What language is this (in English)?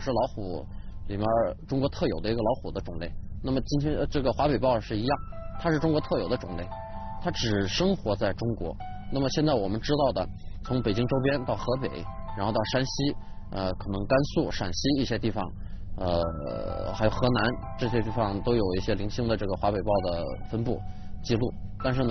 Chinese